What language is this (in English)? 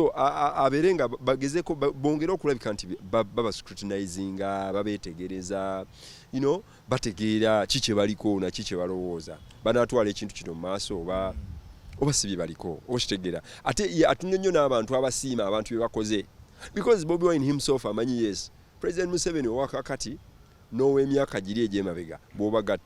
Ganda